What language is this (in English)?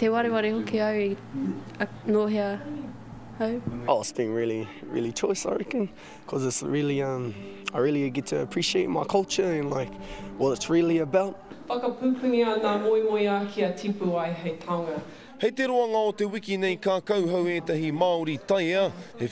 Māori